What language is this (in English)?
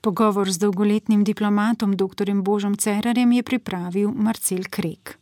Slovenian